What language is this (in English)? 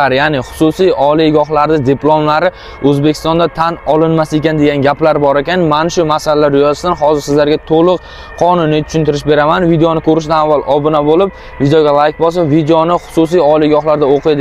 Uzbek